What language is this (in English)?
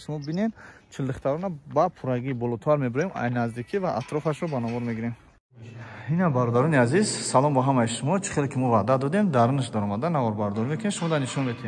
Tajik